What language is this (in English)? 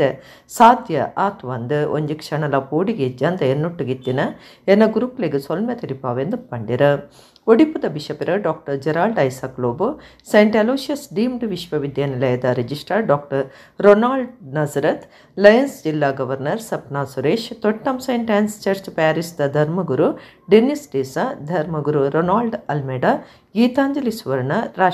Tulu